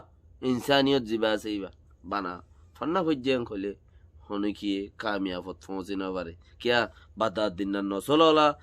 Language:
Rohingya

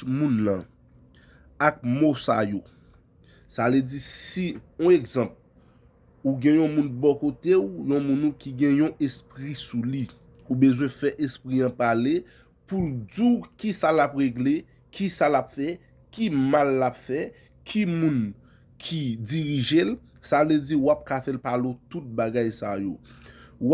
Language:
Haitian Creole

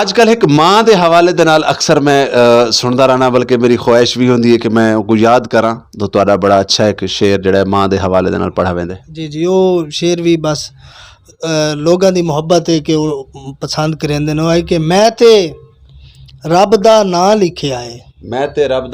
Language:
Saraiki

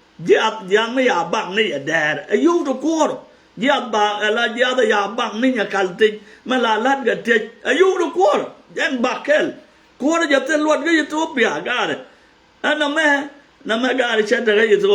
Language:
Nuer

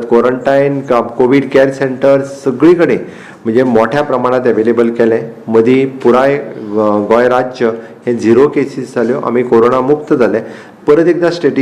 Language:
Konkani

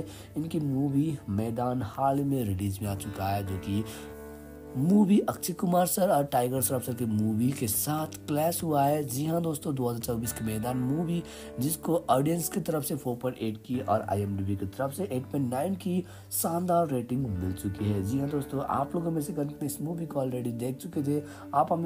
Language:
Hindi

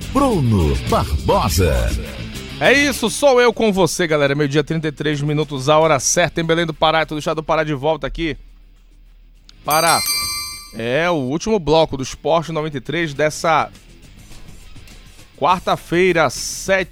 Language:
Portuguese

